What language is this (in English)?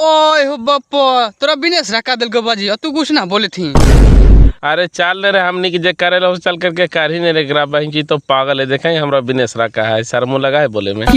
Magahi